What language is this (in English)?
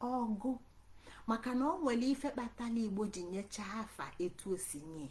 Igbo